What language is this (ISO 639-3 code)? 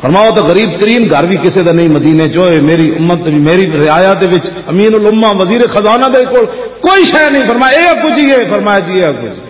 lah